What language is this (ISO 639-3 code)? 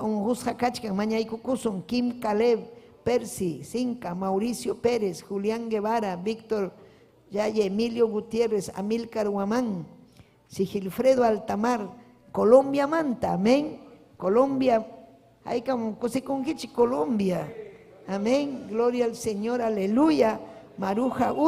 quy